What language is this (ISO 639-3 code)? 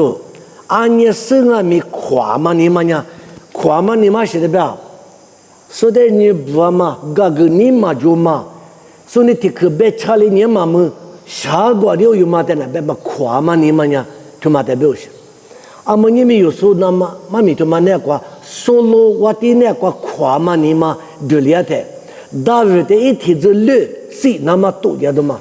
lis